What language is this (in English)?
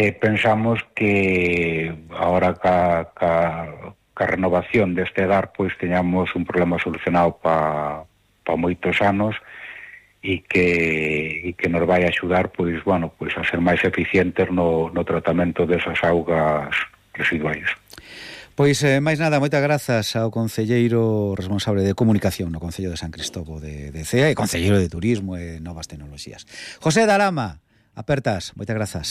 Galician